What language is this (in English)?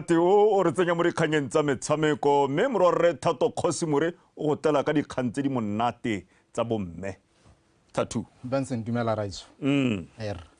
Tswana